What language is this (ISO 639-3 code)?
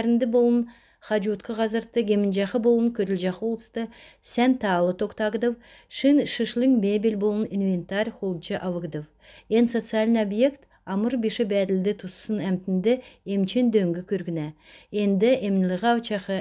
xal